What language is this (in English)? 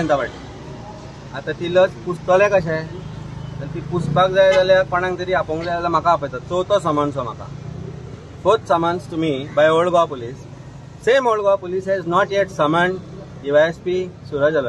Konkani